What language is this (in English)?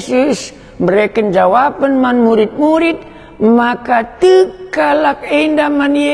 Batak Karo